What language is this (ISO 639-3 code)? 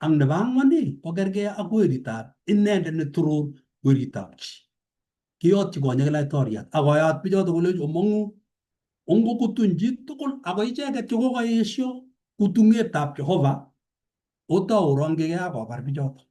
kln